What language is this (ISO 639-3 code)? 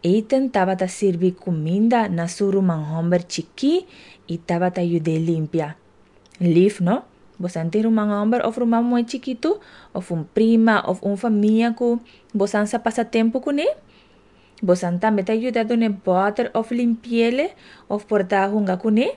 pap